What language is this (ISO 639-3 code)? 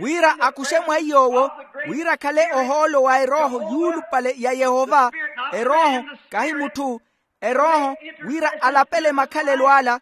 vmw